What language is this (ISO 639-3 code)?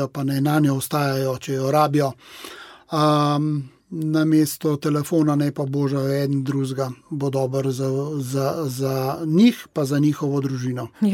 slv